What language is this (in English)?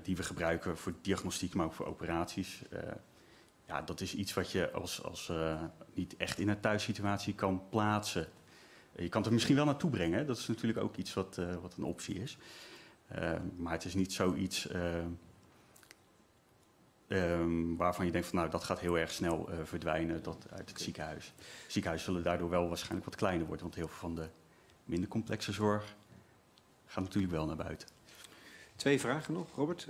Dutch